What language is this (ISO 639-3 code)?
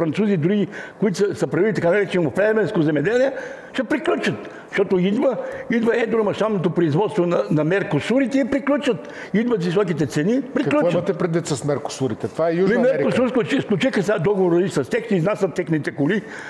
bul